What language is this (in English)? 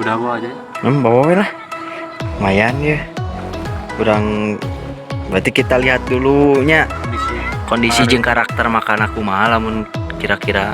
Sundanese